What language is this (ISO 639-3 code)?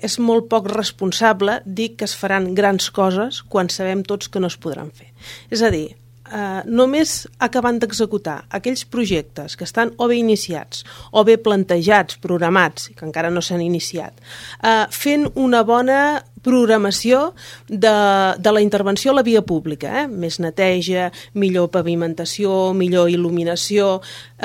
cat